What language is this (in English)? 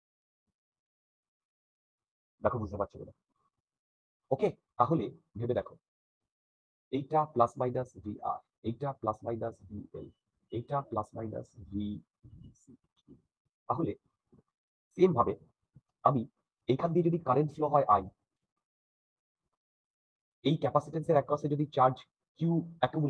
Bangla